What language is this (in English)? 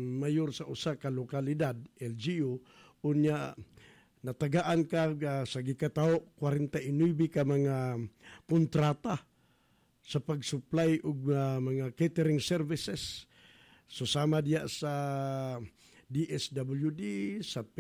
Cebuano